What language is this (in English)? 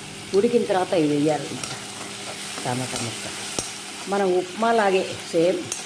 Telugu